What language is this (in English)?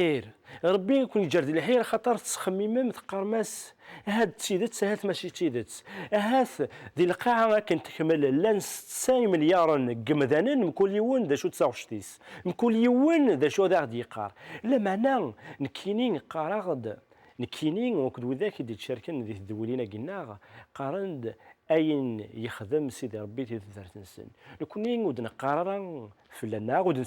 Kabyle